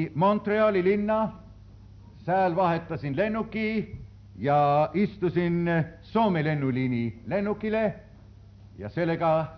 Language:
Estonian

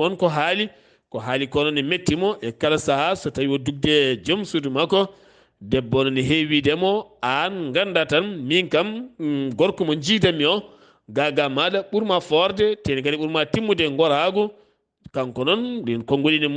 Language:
Fula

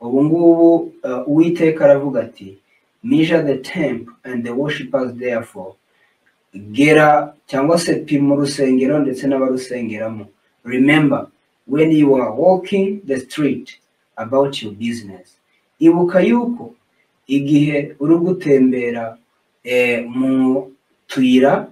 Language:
Kinyarwanda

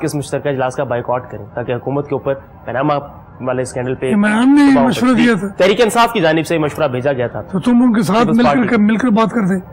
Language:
Urdu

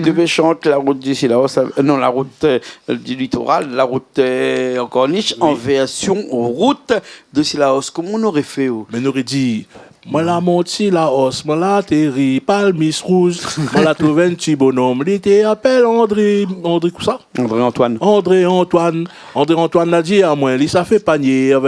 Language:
Réunion Creole French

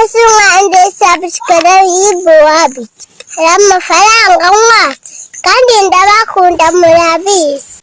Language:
Kinyarwanda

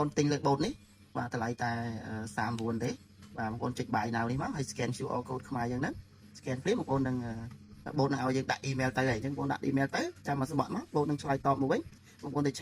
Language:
Khmer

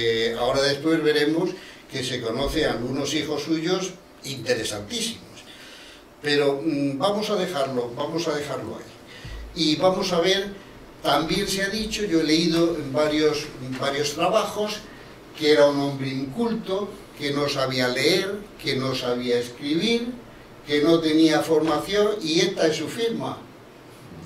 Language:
Spanish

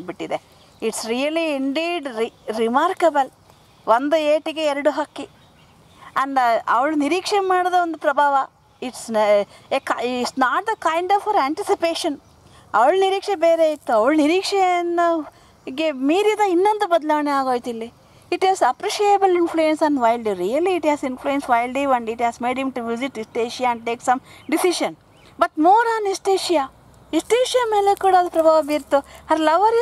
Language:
Kannada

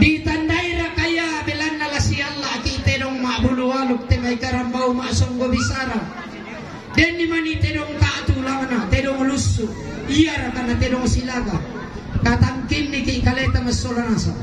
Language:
Toraja-Sa'dan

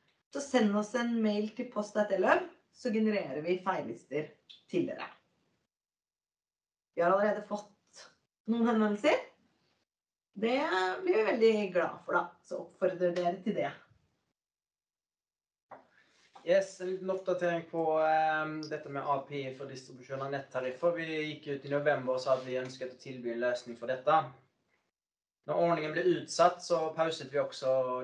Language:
Norwegian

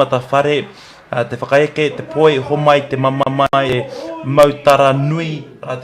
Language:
Māori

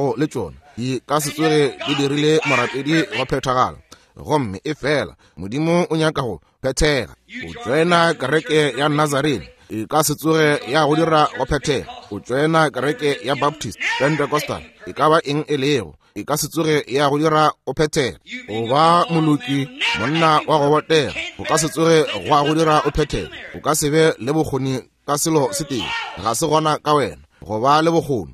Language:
Northern Sotho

